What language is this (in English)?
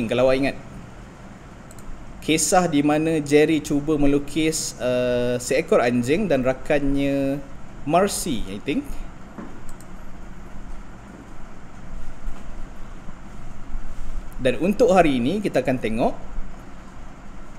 Malay